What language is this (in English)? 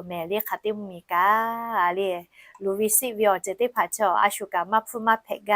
Lahu